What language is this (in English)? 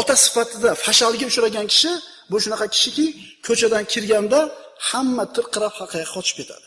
Uzbek